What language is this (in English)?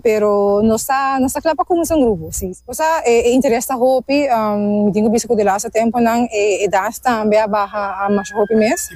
Papiamento